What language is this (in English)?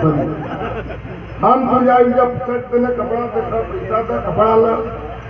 Bhojpuri